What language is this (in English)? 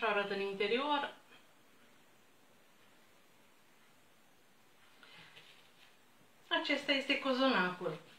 Romanian